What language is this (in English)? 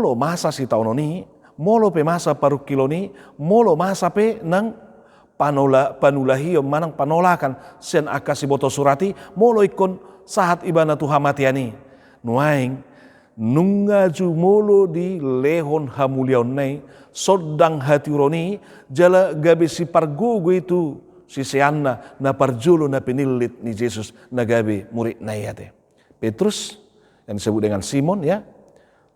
Batak Toba